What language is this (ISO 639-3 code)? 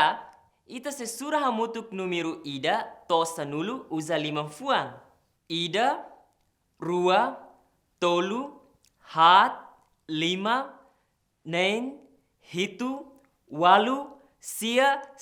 tet